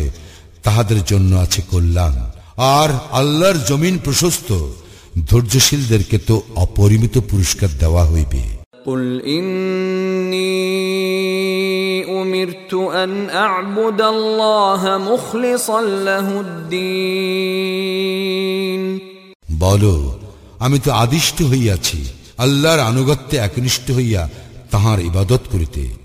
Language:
Bangla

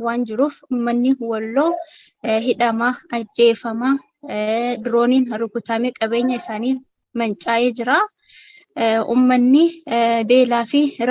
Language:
Oromo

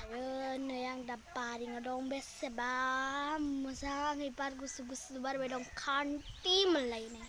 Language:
Bodo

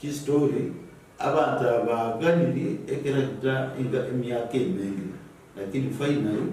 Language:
Gusii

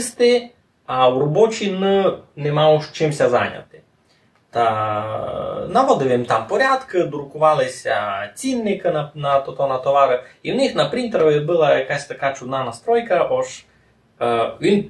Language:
Rusyn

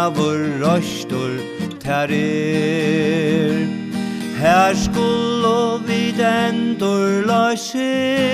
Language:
Faroese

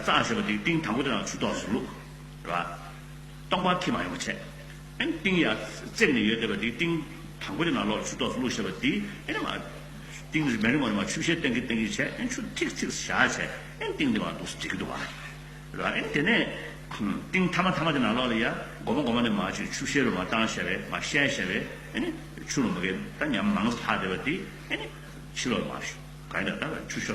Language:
Tibetan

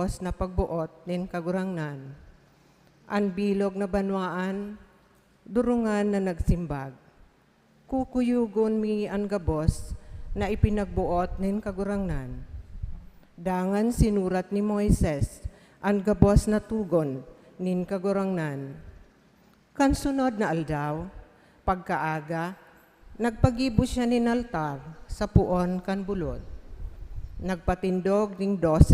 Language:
Bikol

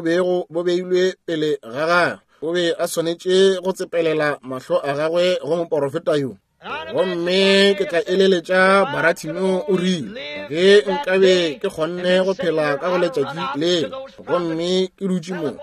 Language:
Northern Sotho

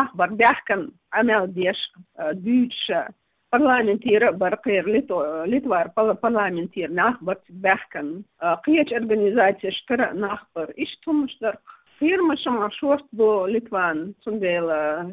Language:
Chechen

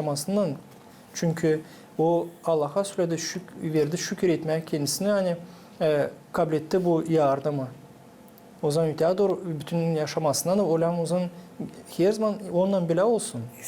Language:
Gagauz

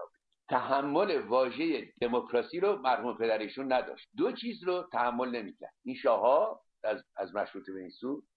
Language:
Persian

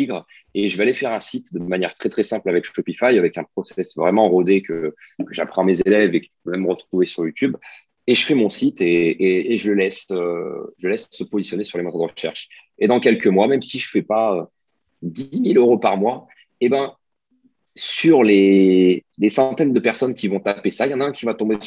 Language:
French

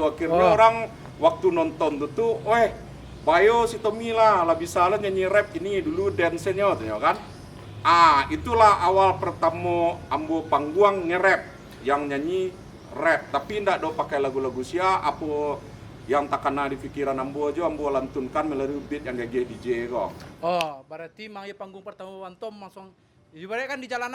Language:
Minangkabau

